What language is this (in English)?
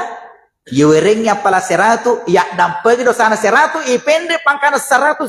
Buginese